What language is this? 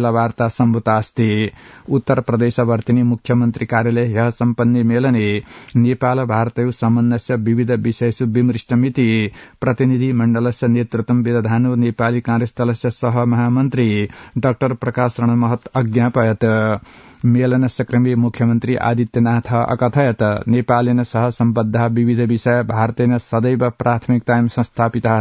Sanskrit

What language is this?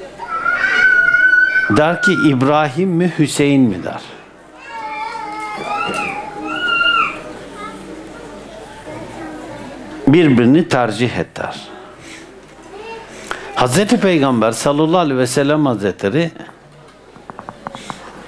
Turkish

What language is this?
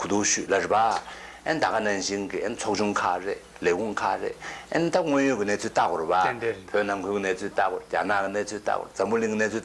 Tibetan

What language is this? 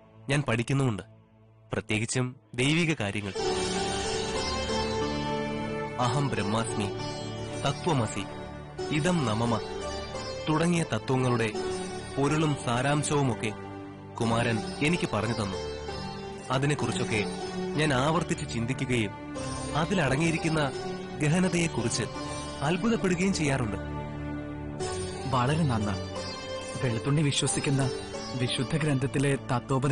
Malayalam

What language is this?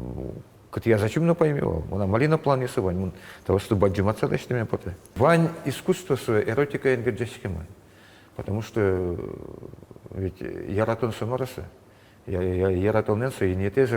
Udmurt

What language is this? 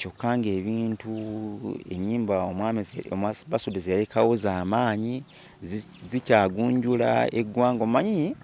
Ganda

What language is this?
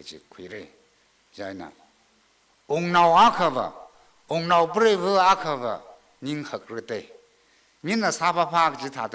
Tangkhul Naga (India)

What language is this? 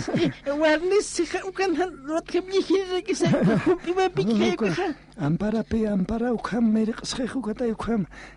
Aymara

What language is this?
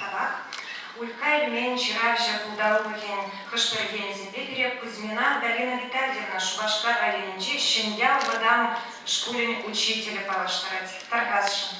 Chuvash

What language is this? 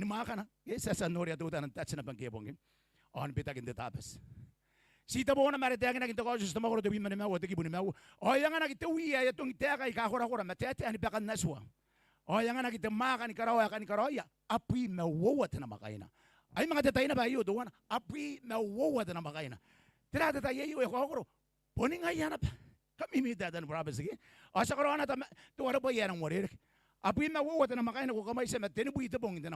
Gilbertese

